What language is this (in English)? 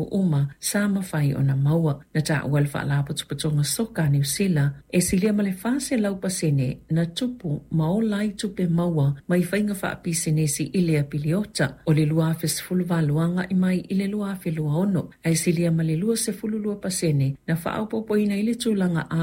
Samoan